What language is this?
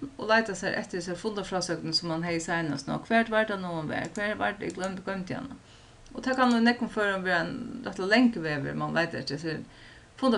Faroese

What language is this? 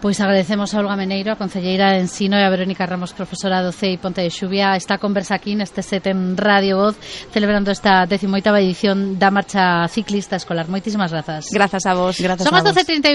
Galician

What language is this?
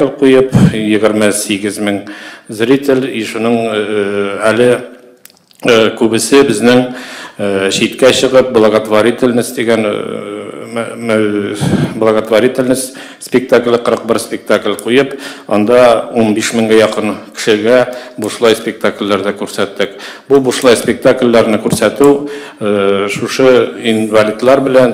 Tatar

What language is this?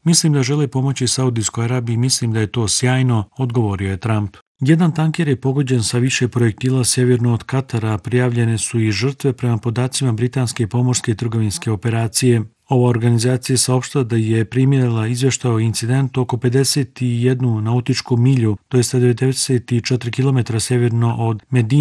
Bosnian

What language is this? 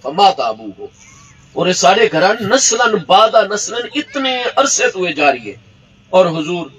Saraiki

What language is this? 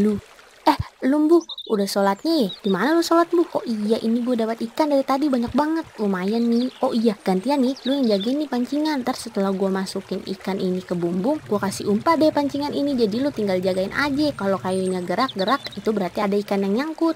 Betawi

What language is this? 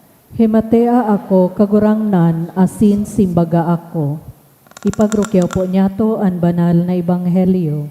Bikol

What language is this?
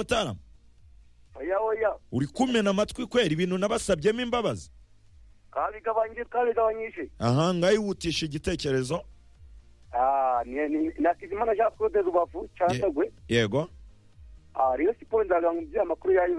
Kinyarwanda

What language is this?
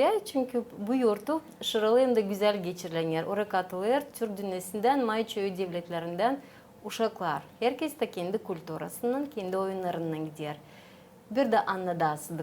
Gagauz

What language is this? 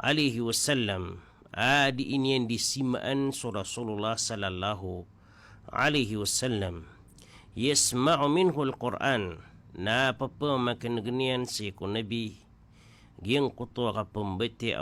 Maranao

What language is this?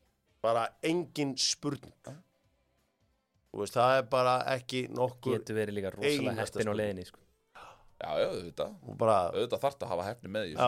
Icelandic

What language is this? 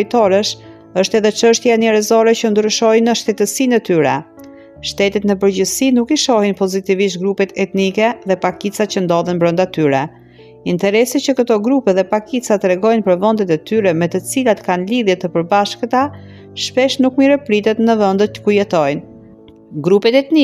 Albanian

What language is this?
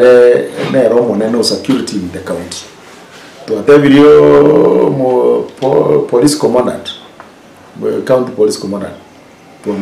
Gusii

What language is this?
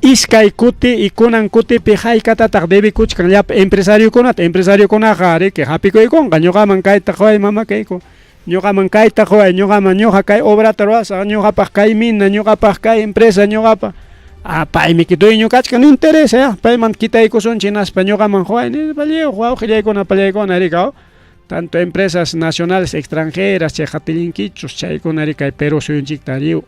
Ayacucho Quechua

